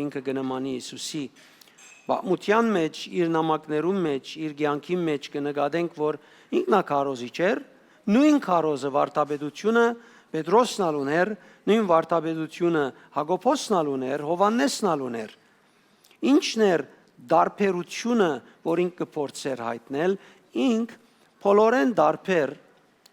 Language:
Western Armenian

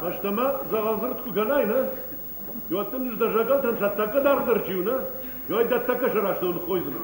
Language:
Ossetic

